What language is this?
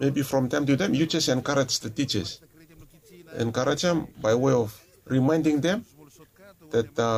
Bislama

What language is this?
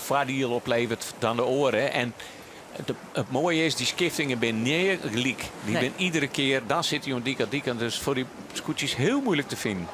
Western Frisian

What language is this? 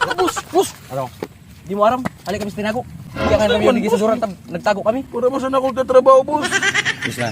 Bikol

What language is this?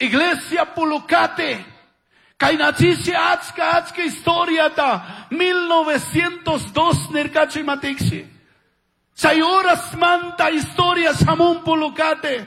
Chimborazo Highland Quichua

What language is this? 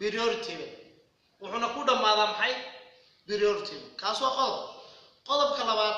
Somali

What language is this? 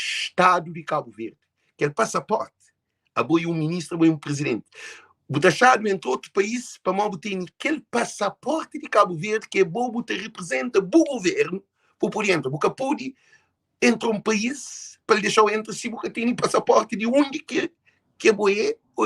Kabuverdianu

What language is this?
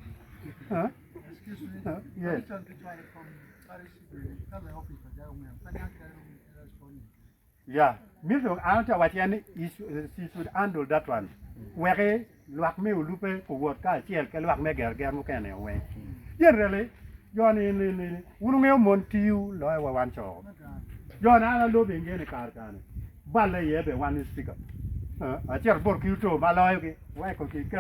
Acoli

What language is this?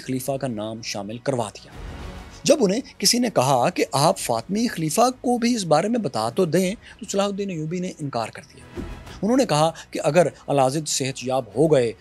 Urdu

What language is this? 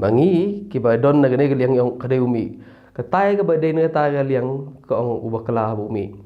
Khasi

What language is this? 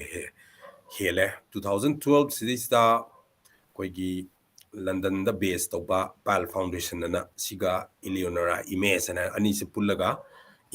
Manipuri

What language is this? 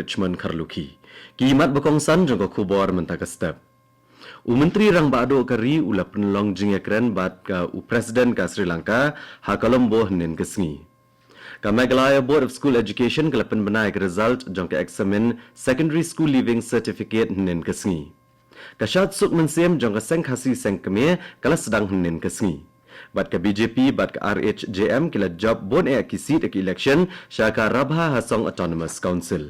Khasi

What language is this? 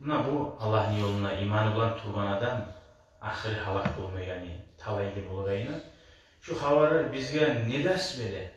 Kumyk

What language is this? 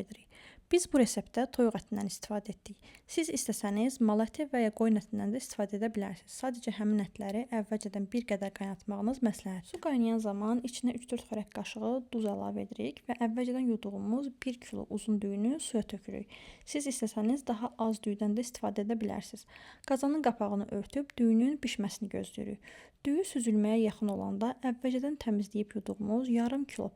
Azerbaijani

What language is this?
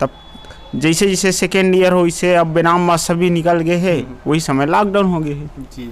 Chhattisgarhi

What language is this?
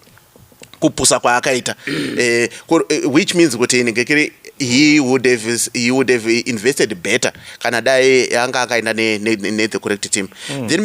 Shona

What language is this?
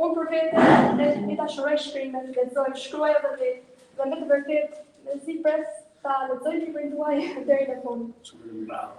Albanian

